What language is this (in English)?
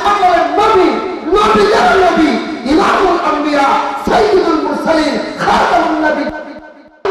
Bangla